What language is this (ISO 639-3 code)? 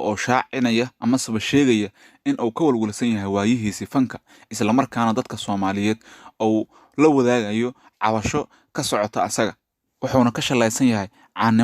som